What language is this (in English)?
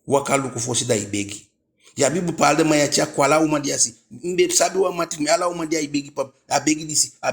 Eastern Maroon Creole